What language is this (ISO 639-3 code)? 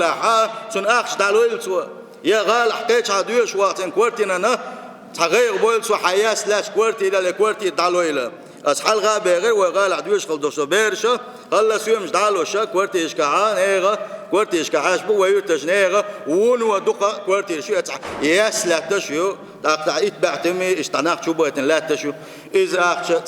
che